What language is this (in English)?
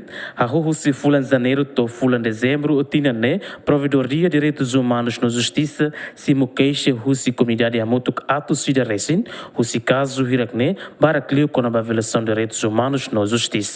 Tetum